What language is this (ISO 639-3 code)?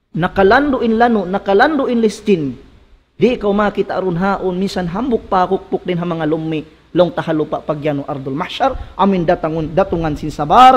tsg